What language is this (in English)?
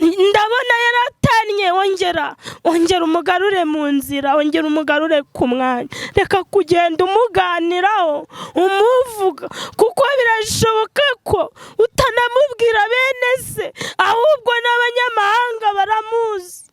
Kinyarwanda